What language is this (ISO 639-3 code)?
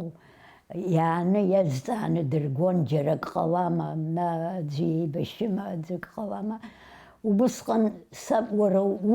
abk